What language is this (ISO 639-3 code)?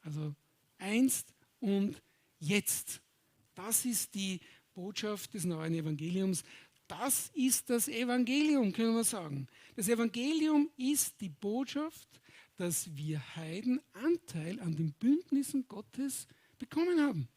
gsw